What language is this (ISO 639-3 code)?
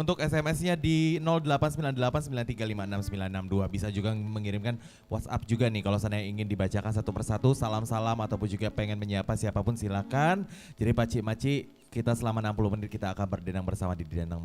mui